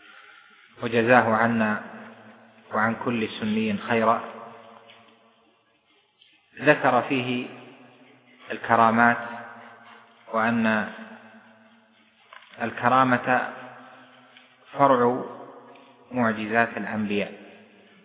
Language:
Arabic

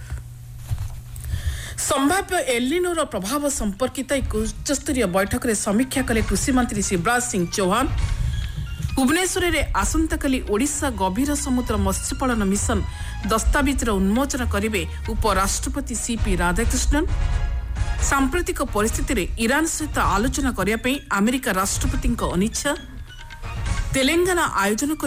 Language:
Odia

